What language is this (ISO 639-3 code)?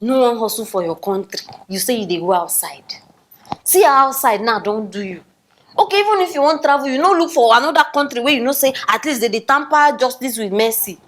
pcm